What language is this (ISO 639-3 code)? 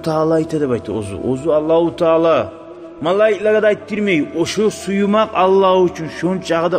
kum